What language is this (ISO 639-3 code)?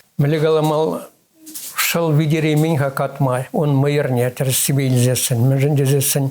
chv